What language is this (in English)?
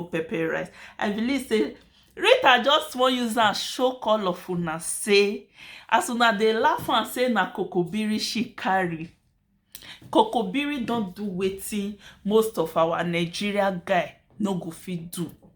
Nigerian Pidgin